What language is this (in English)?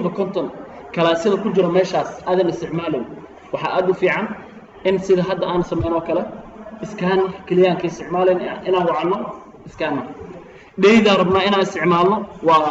Somali